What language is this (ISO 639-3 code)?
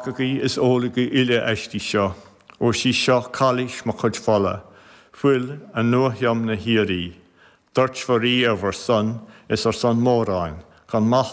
gle